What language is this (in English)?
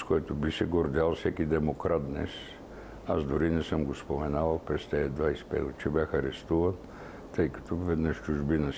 Bulgarian